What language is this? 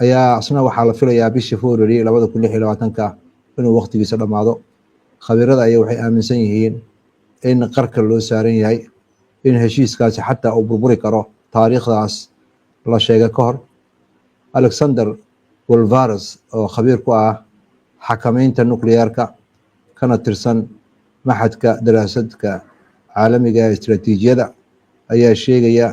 Somali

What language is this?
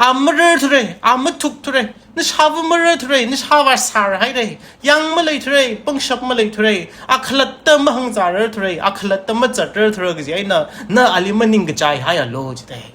Tangkhul Naga (India)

